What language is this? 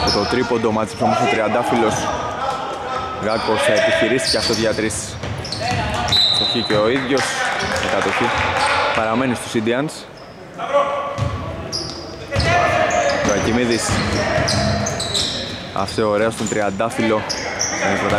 Greek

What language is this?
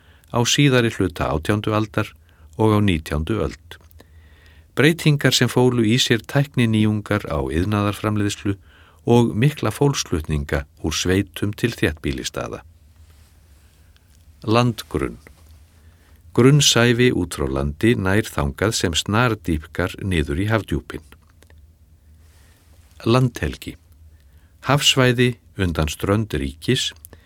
Icelandic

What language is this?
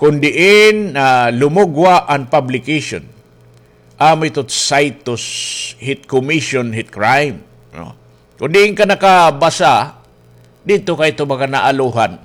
Waray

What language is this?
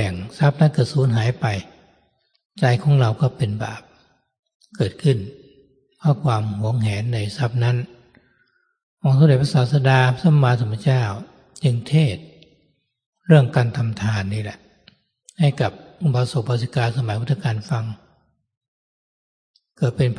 Thai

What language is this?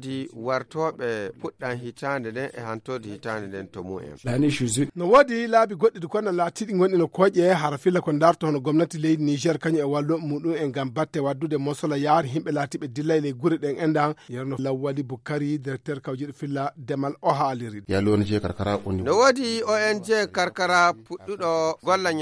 Fula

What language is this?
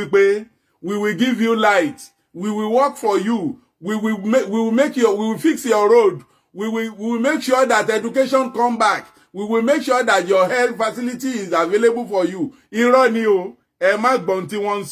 Yoruba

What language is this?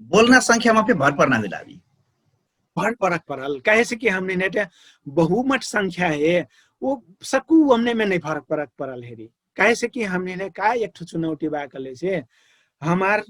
Dangaura Tharu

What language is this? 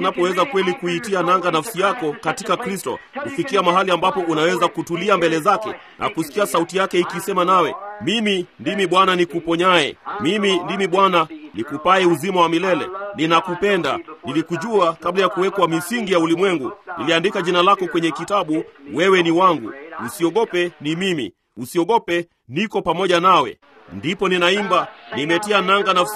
Swahili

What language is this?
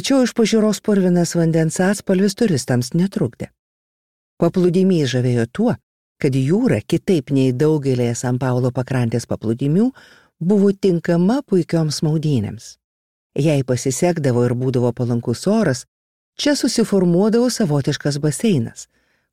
Lithuanian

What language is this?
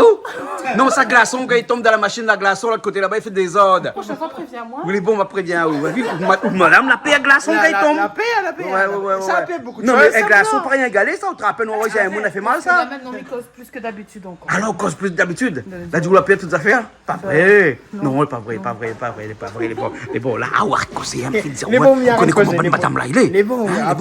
Réunion Creole French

